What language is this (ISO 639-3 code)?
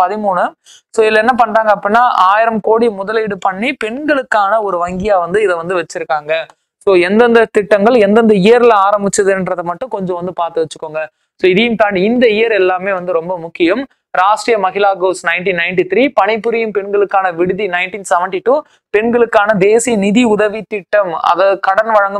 tam